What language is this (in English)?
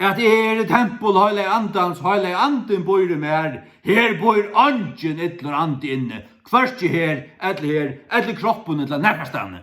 Faroese